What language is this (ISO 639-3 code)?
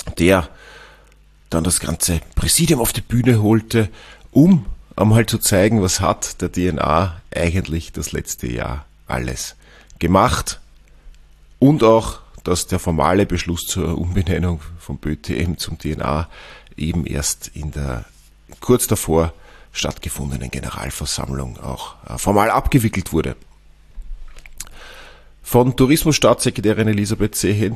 deu